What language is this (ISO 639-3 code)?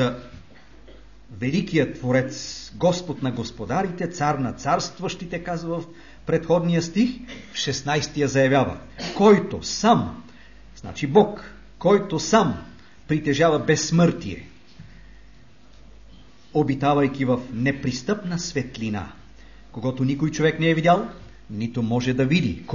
bul